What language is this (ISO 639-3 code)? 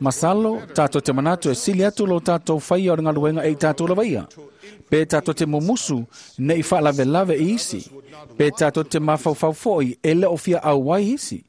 smo